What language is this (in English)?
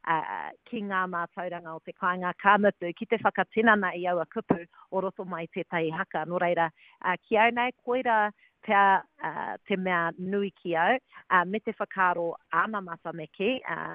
Māori